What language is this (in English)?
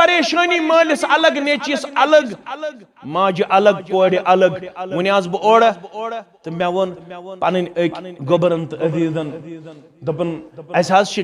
Kashmiri